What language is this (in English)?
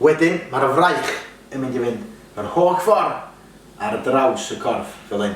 Welsh